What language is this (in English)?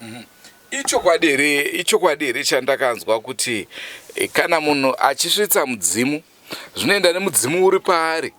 Shona